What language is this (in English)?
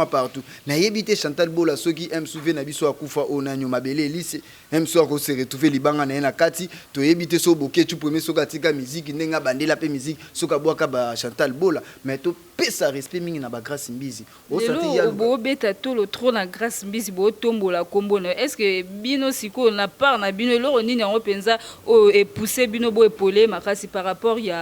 Lingala